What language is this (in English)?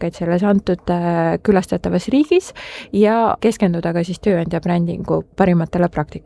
Estonian